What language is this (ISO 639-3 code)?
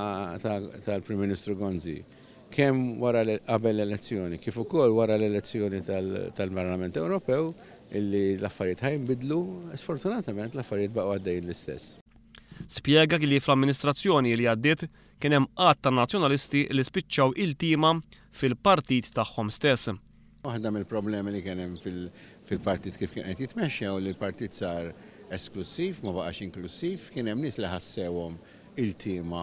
mlt